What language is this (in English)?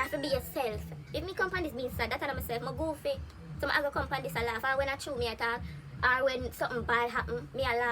Jamaican Creole English